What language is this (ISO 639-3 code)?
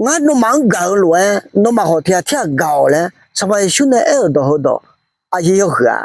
ahk